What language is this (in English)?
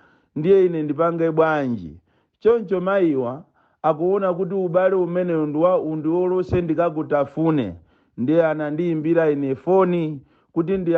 Nyanja